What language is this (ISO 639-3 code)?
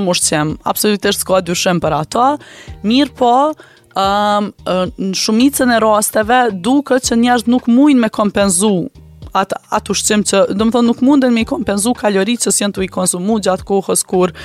sqi